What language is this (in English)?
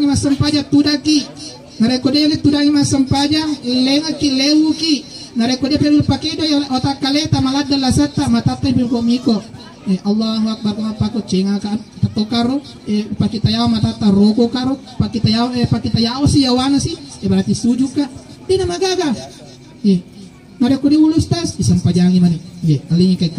Buginese